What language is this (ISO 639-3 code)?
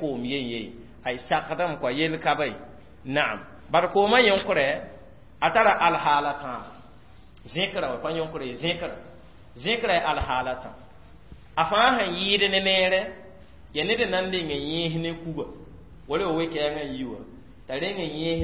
mos